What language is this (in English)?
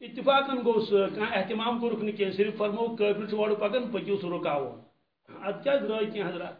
Kashmiri